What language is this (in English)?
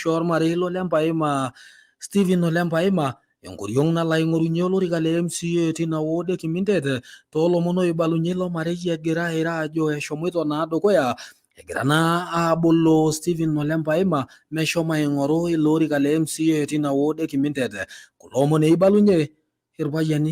Masai